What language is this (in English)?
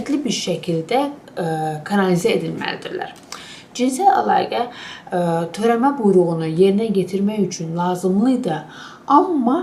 Azerbaijani